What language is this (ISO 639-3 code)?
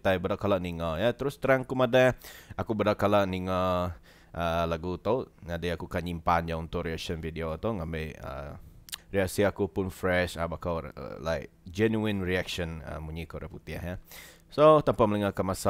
iba